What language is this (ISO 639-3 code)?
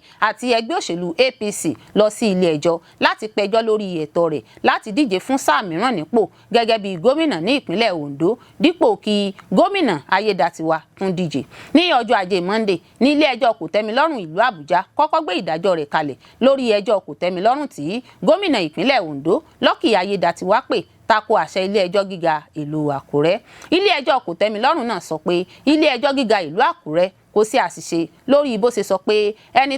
yor